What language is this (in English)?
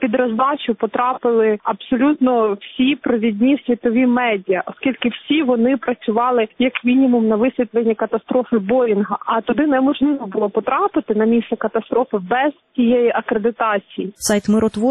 Ukrainian